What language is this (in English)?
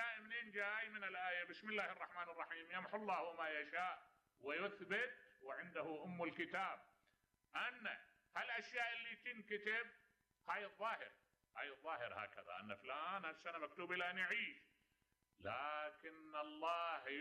Mesopotamian Arabic